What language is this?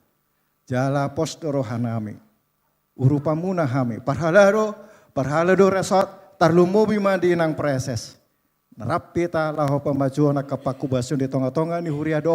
Batak Toba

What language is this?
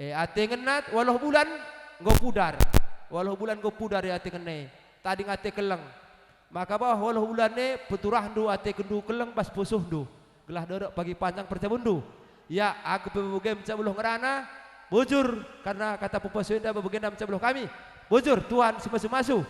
Batak Karo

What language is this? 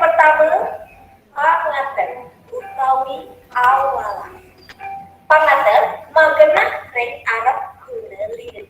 Balinese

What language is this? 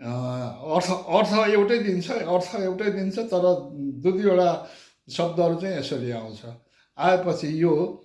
Nepali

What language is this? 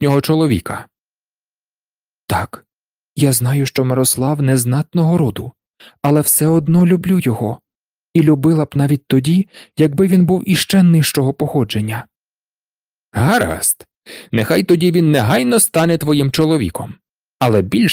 Ukrainian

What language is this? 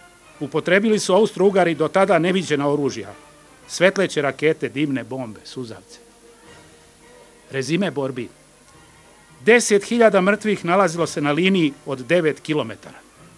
Serbian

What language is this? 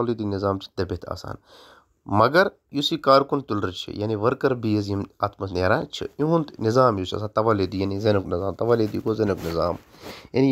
Kashmiri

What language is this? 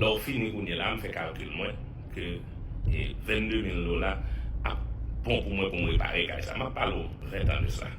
Haitian Creole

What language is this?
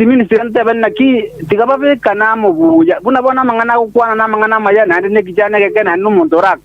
Gusii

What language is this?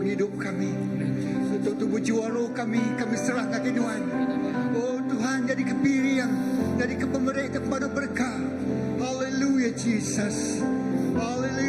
Iban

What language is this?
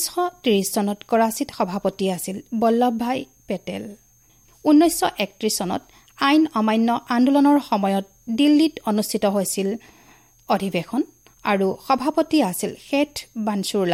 Assamese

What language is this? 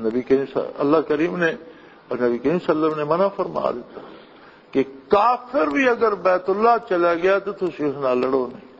Western Panjabi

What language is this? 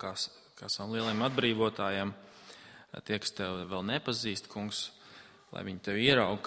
Latvian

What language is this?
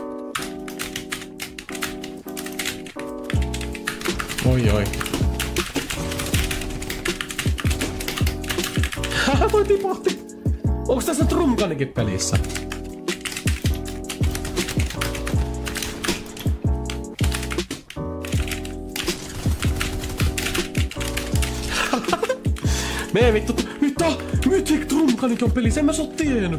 Finnish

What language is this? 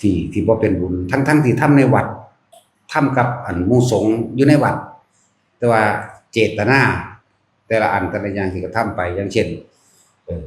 Northeastern Thai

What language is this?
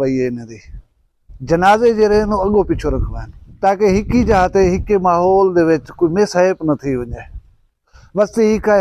Saraiki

